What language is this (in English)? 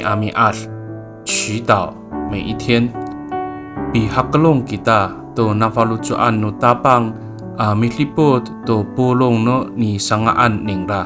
Amis